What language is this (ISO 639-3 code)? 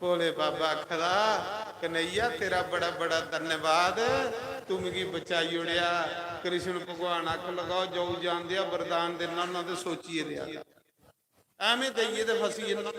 doi